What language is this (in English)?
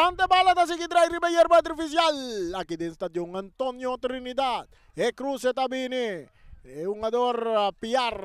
Papiamento